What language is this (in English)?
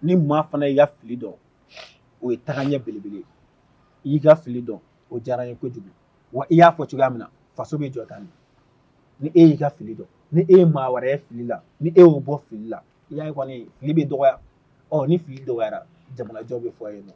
Bambara